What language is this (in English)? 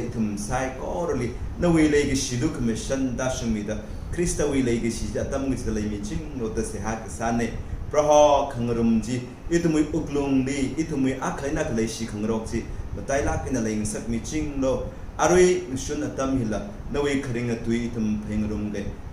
Tangkhul Naga (India)